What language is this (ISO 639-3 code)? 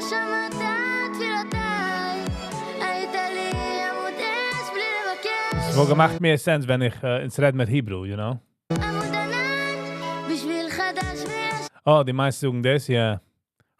yid